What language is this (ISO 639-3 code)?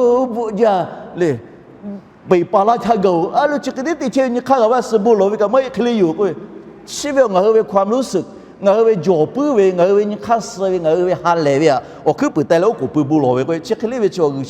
lhu